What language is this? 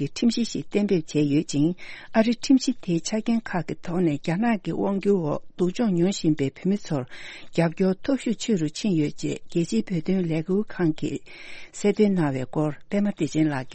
Tibetan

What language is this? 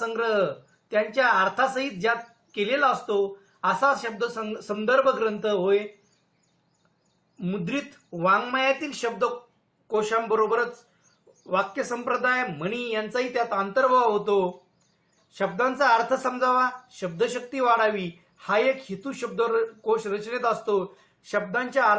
Marathi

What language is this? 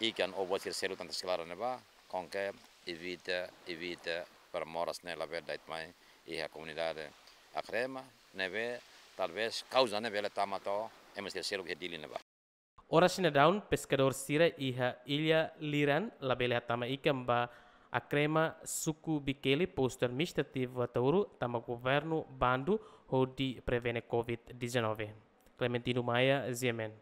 Tetum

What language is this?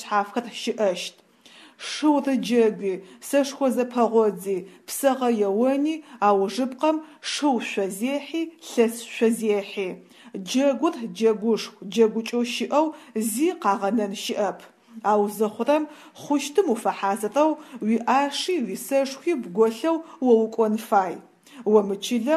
Adyghe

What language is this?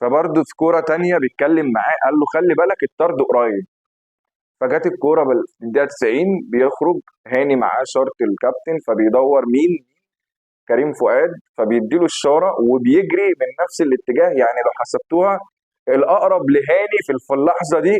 Egyptian Arabic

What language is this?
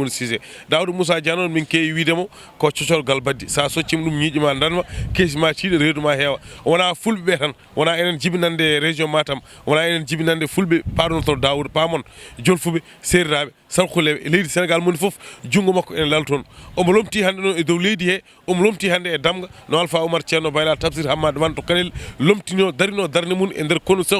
Fula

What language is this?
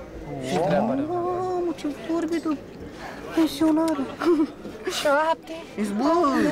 Romanian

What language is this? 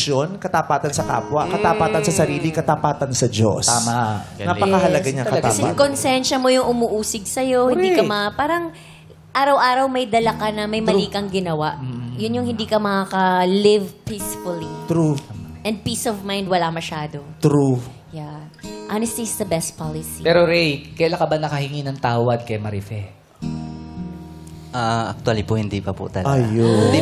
Filipino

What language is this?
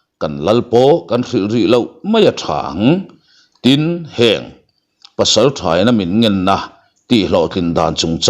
Mizo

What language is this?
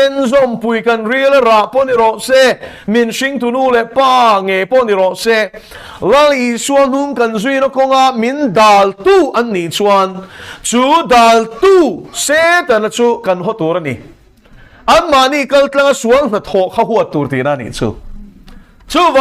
Mizo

